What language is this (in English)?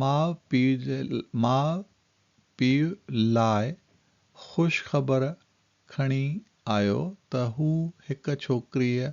Sindhi